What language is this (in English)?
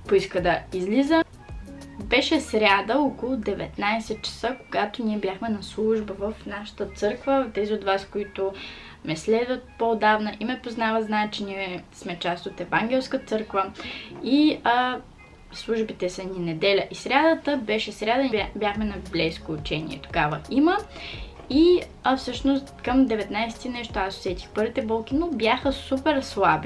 Bulgarian